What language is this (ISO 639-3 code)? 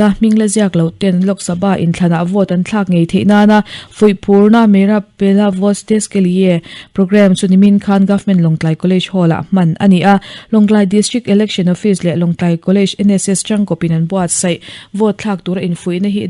lus